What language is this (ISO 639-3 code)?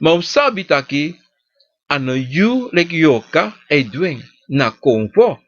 srn